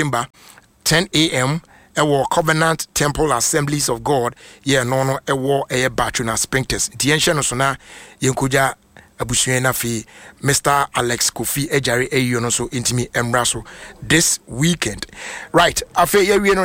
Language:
Akan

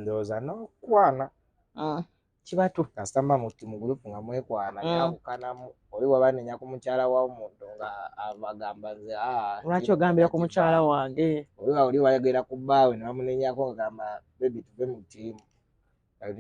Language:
Ganda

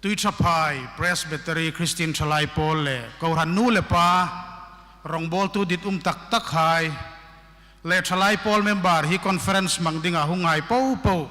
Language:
Hmar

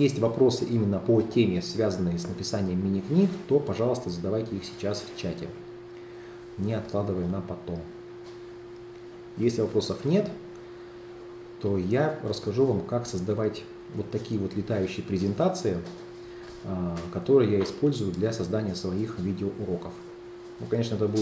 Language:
Russian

